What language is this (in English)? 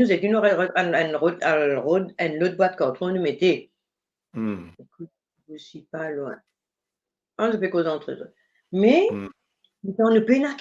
Morisyen